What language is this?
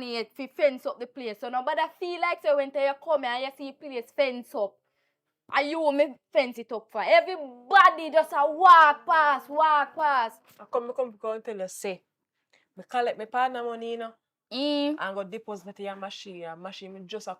Jamaican Creole English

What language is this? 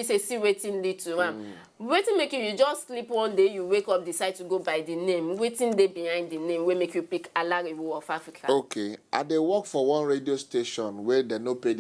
Nigerian Pidgin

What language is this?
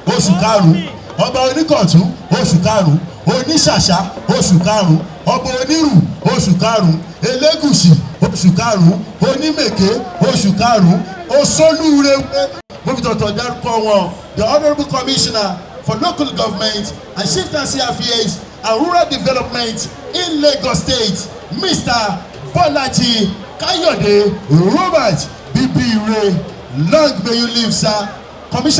Yoruba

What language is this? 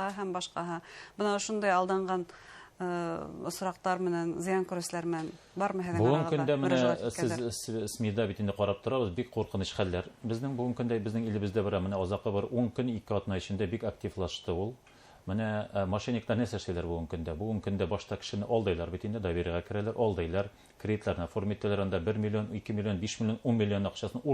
Bashkir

